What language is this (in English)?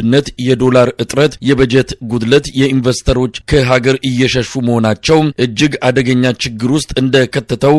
Amharic